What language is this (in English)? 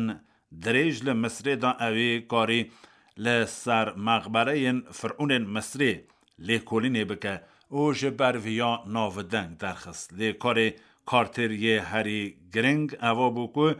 Kurdish